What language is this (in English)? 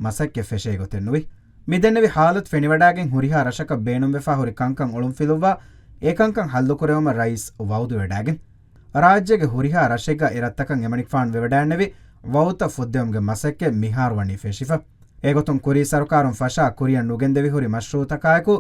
Divehi